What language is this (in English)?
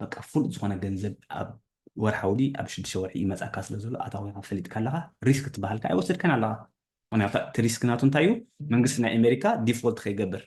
Tigrinya